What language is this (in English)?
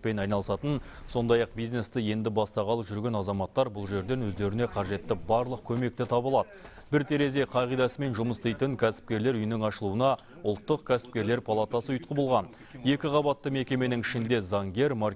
Kazakh